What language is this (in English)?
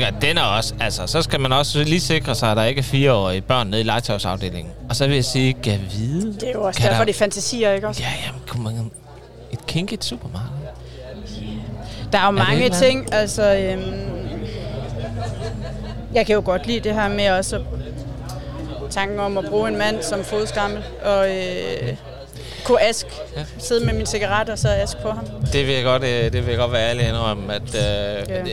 Danish